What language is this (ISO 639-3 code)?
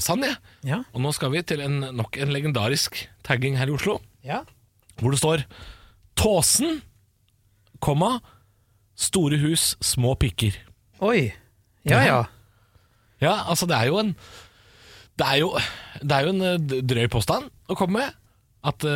nor